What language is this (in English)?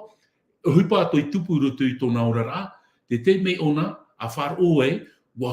Tahitian